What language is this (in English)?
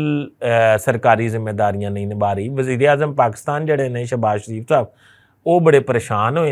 Western Panjabi